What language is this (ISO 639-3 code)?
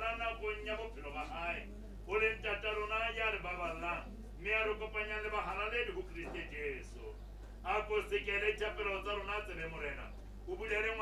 sot